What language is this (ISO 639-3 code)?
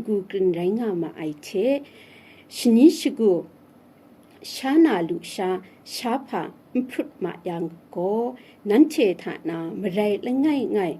kac